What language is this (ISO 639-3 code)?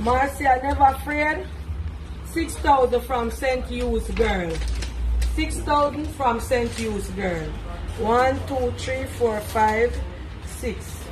jam